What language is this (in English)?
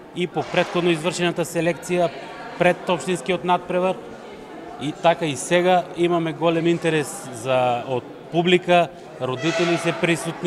Macedonian